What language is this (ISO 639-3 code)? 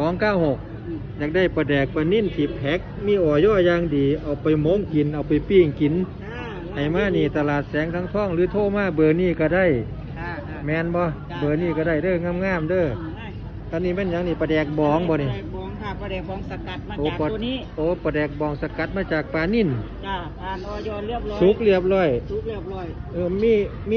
lao